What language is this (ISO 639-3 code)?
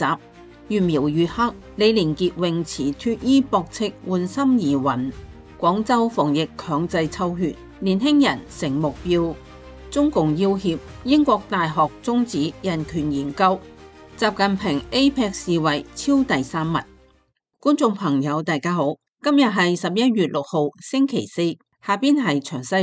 yue